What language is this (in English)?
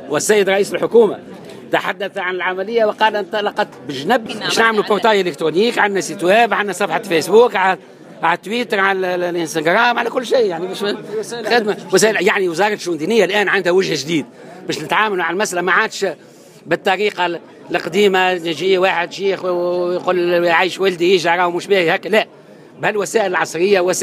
Tunisian Arabic